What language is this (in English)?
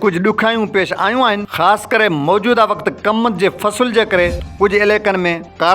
Sindhi